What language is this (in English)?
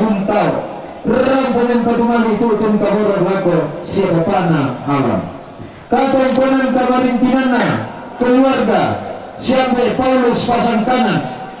Toraja-Sa'dan